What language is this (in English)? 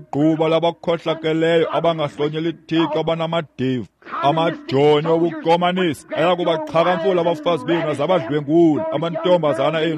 Xhosa